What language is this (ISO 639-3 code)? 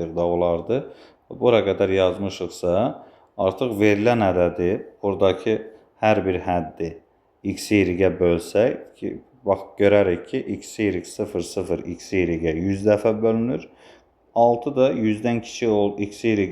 aze